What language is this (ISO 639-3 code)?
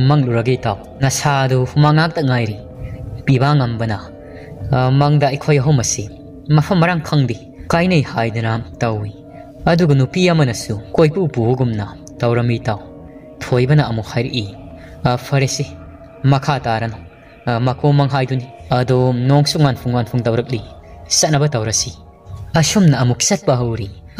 mni